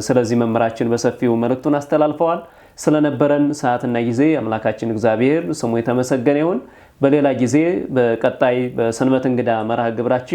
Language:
Amharic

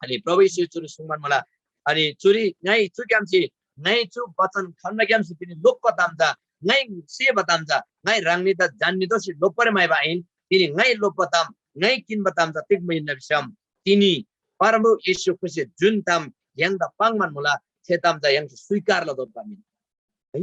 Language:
Eastern Tamang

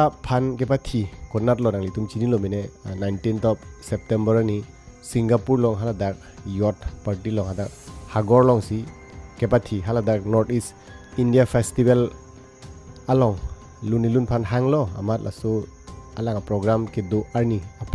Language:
Karbi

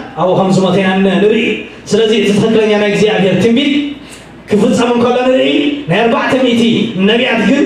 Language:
Tigrinya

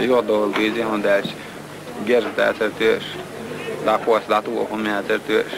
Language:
Chechen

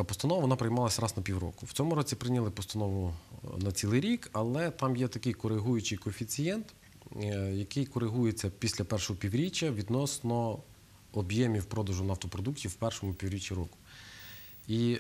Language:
Ukrainian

